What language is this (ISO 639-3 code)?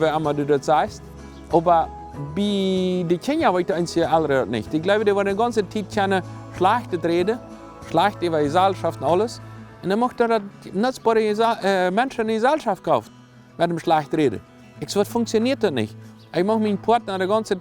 pdt